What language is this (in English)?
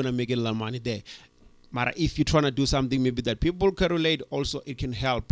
Venda